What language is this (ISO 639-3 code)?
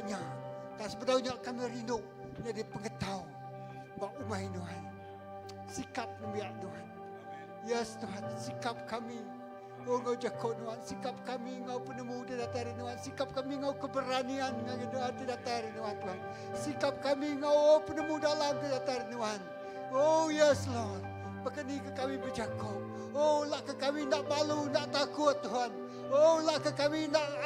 iba